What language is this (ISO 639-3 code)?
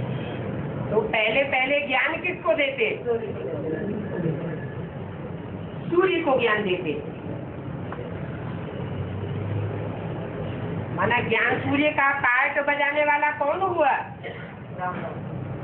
hin